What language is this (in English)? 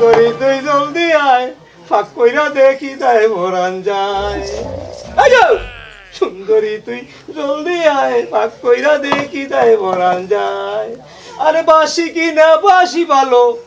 Sylheti